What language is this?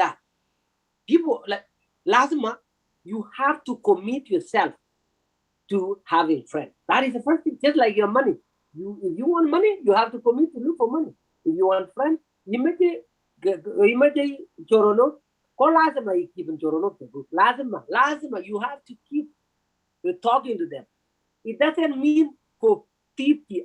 Kalenjin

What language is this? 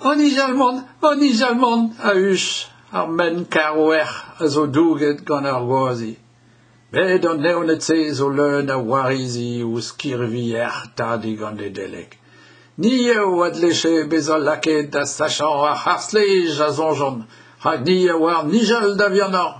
Breton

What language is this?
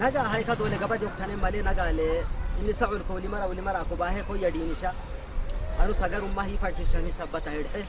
Saho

